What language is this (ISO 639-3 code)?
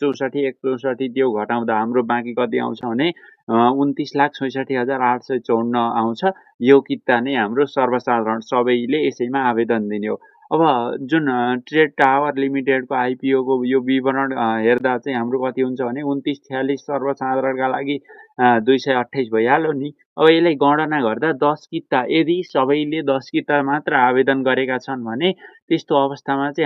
nep